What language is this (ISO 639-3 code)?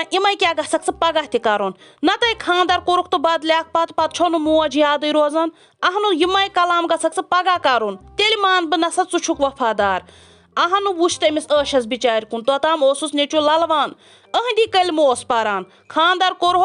kas